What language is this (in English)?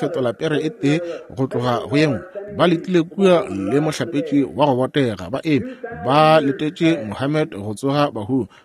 Northern Sotho